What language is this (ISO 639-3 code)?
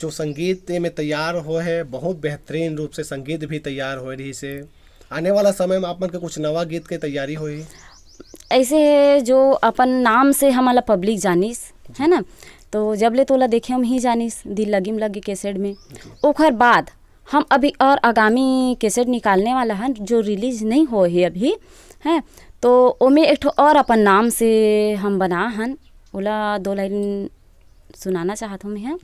hne